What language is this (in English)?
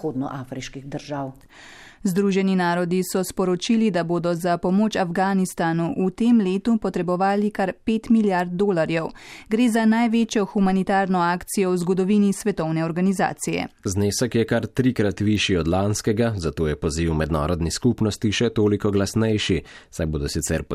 Slovenian